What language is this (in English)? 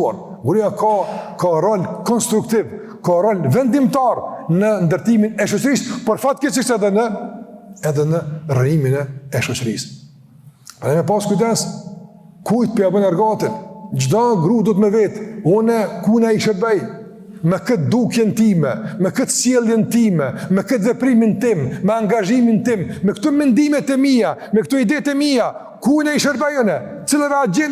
Albanian